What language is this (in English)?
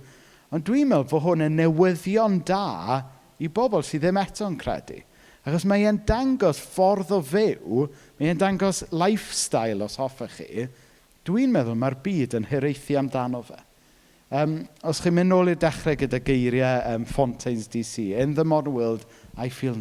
Welsh